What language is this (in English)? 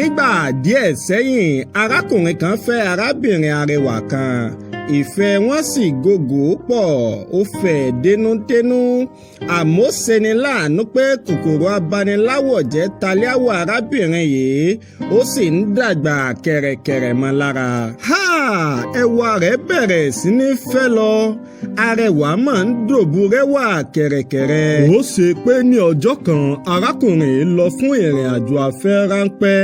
Yoruba